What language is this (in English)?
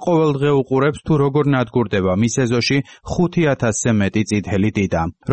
Georgian